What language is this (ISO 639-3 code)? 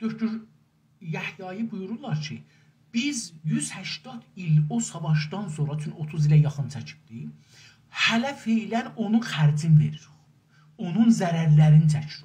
azb